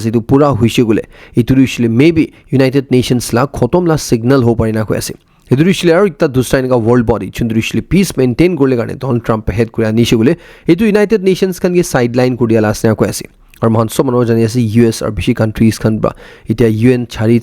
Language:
Naga Pidgin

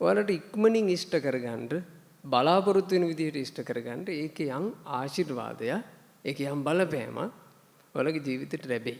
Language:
Sinhala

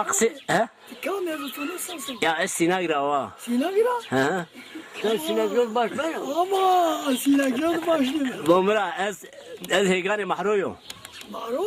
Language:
Zaza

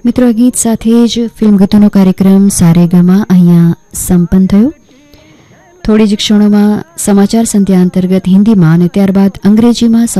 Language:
Gujarati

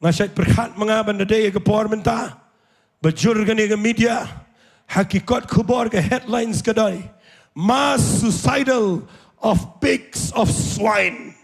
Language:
Khasi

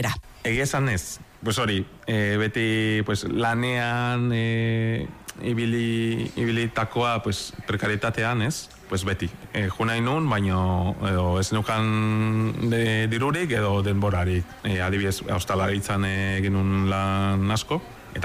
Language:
Basque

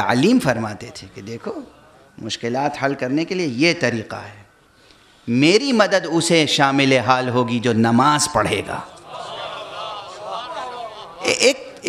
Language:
Urdu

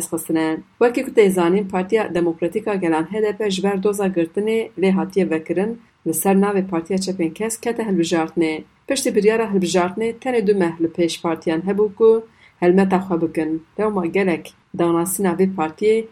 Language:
Kurdish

